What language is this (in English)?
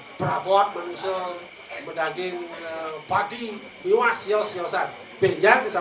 Balinese